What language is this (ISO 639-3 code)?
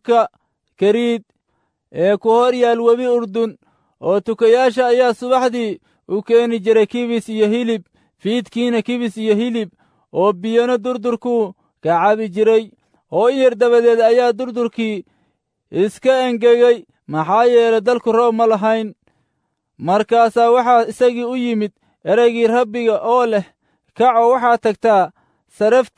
som